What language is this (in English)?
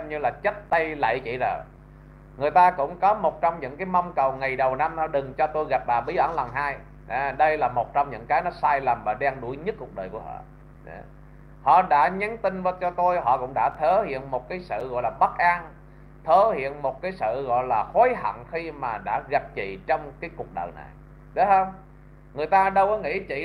Vietnamese